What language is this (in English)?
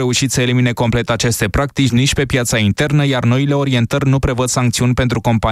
Romanian